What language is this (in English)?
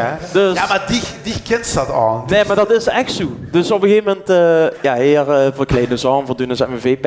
Limburgish